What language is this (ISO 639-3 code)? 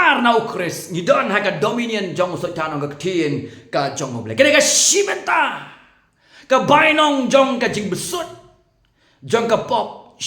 kha